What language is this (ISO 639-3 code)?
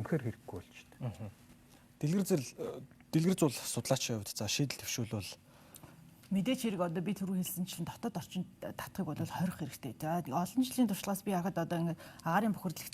mon